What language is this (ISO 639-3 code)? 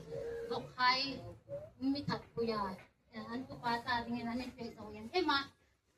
hmr